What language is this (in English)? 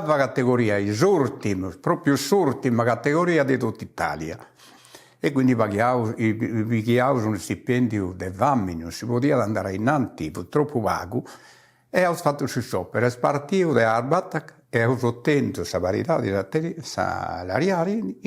Sardinian